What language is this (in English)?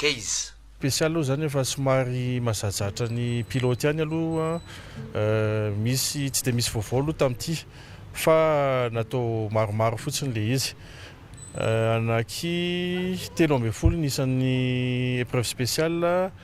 Malagasy